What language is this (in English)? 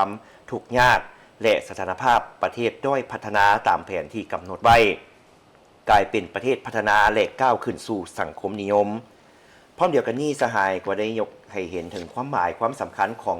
Lao